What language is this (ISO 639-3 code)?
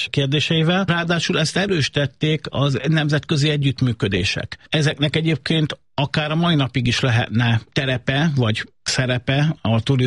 hun